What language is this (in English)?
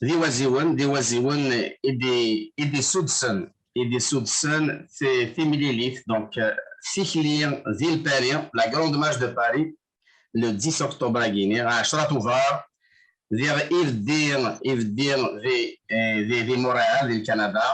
Kabyle